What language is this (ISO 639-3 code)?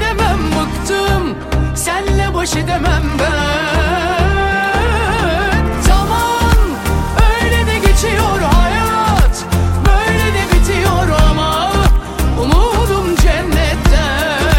tur